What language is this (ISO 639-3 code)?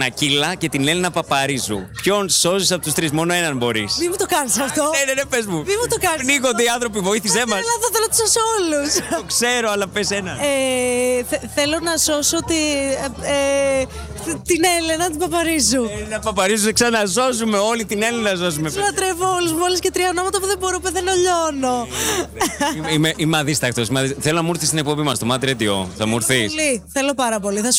ell